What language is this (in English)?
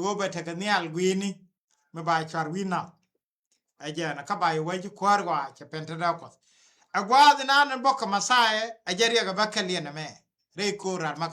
Nuer